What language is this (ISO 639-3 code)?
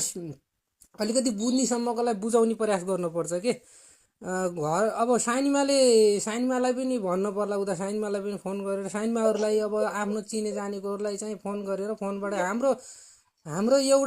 nep